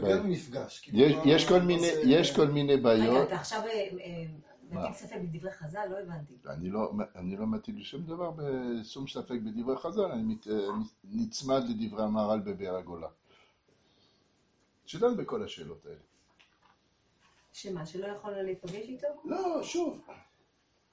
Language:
Hebrew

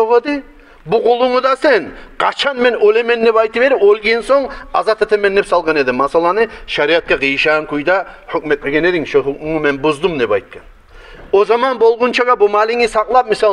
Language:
Kumyk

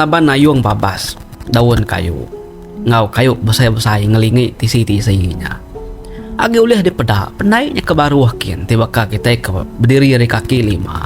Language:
Iban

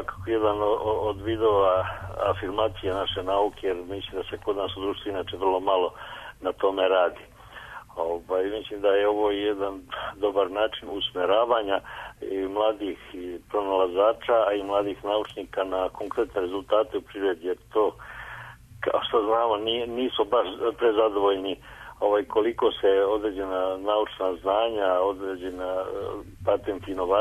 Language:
Serbian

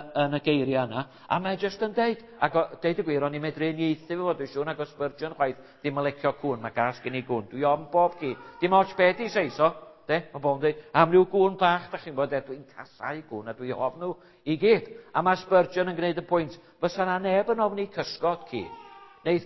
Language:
Welsh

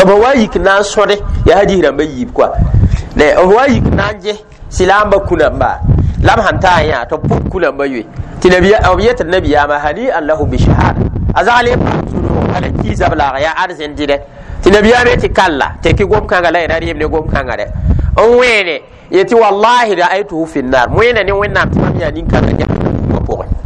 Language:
Mossi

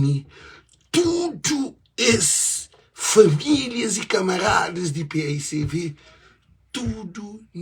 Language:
Kabuverdianu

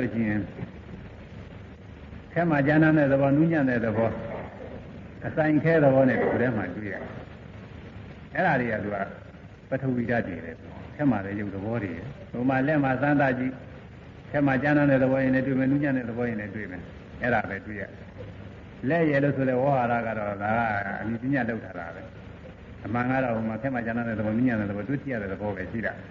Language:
Burmese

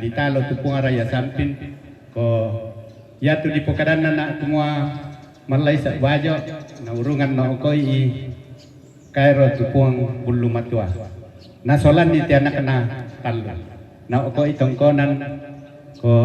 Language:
Toraja-Sa'dan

